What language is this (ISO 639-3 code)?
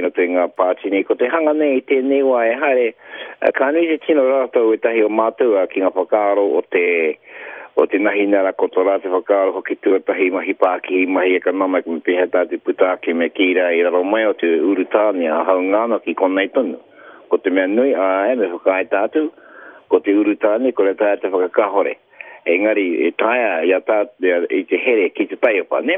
mri